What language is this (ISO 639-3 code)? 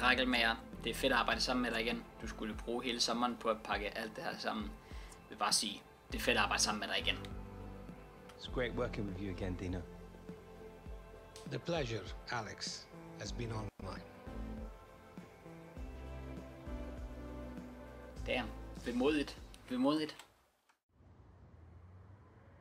dan